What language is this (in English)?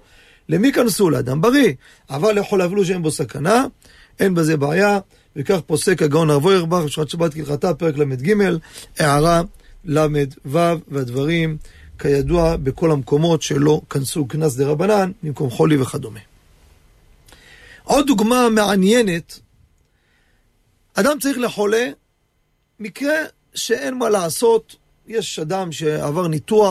Hebrew